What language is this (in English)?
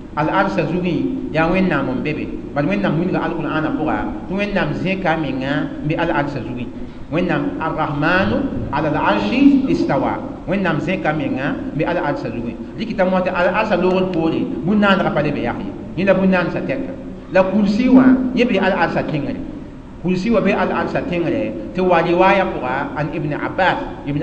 Mossi